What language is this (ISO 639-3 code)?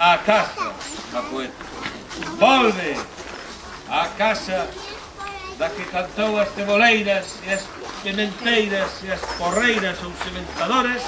glg